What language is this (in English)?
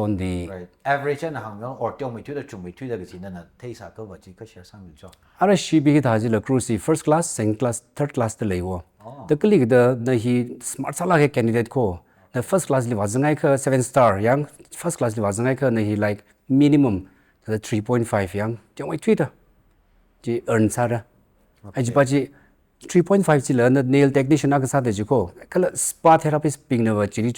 Tangkhul Naga (India)